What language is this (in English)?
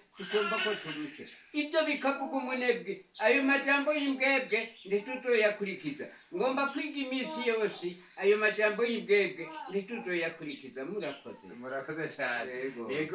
Rundi